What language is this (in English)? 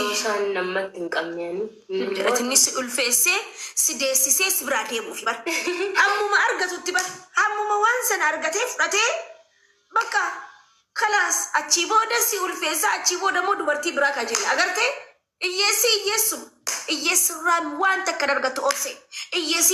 Oromo